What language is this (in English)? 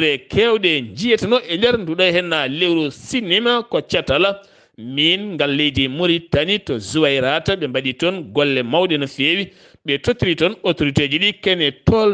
Fula